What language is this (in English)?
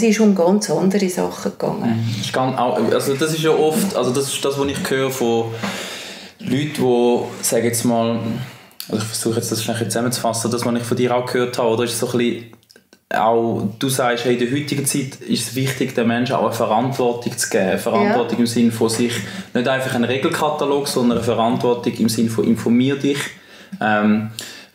Swiss German